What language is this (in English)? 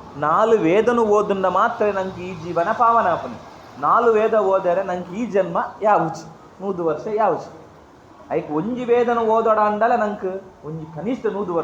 Tulu